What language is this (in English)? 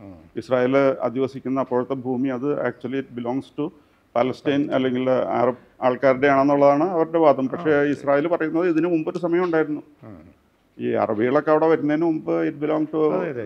Malayalam